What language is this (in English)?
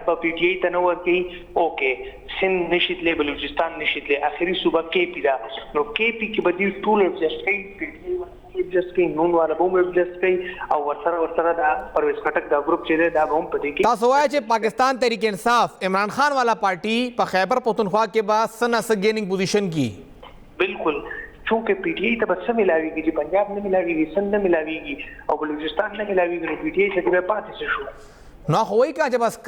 Pashto